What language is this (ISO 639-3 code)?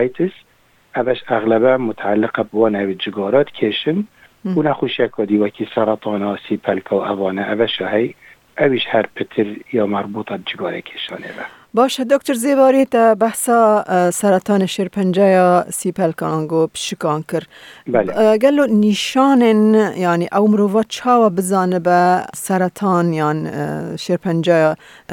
kur